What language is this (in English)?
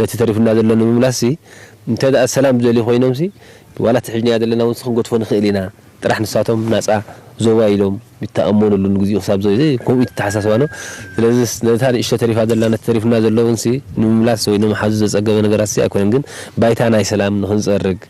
Tigrinya